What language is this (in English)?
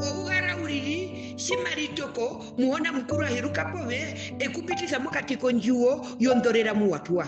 Herero